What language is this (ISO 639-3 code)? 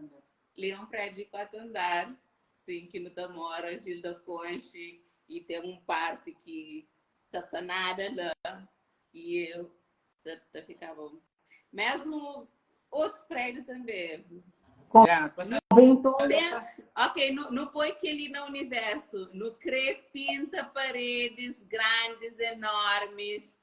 kea